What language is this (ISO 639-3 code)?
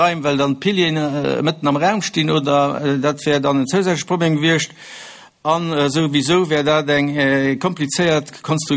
ltz